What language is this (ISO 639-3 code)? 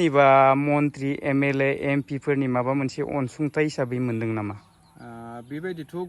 brx